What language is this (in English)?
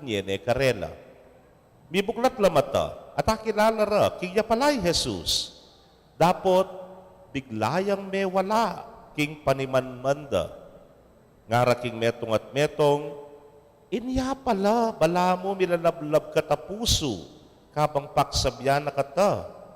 Pampanga